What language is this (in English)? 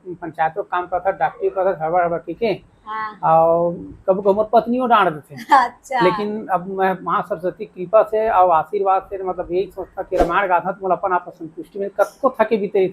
Chhattisgarhi